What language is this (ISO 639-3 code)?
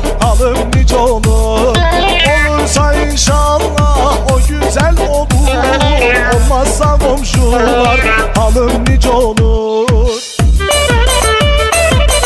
tur